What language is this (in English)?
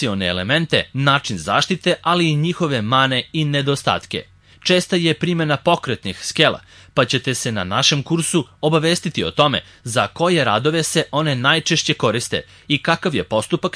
Serbian